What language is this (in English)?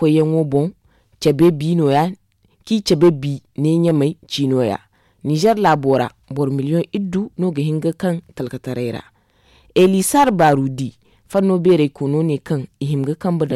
Zarma